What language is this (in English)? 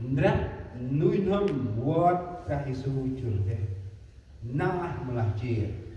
Central Mnong